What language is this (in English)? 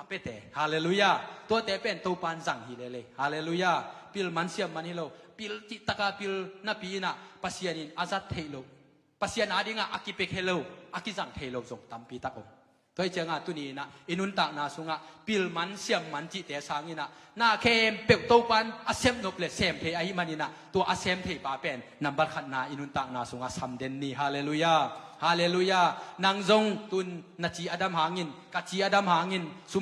Tedim Chin